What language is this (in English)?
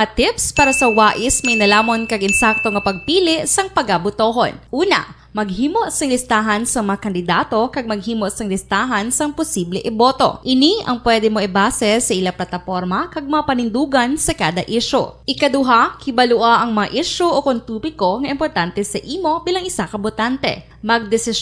Hiligaynon